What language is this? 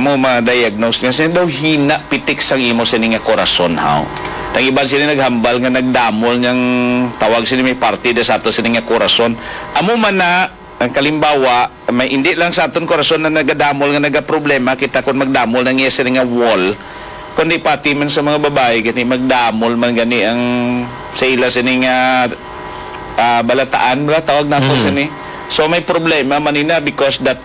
Hiligaynon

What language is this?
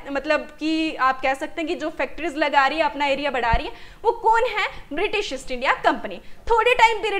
Hindi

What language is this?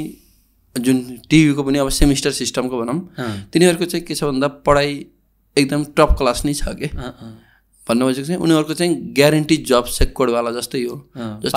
Nepali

